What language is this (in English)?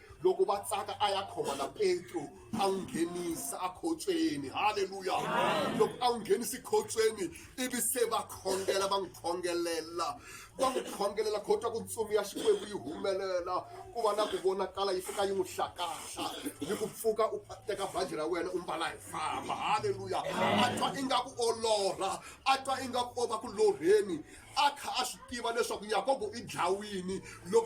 Tsonga